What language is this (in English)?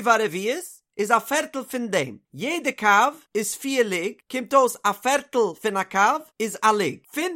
Yiddish